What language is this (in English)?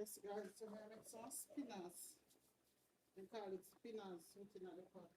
Jamaican Creole English